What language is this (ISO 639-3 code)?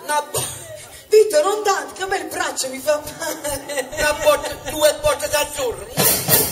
ita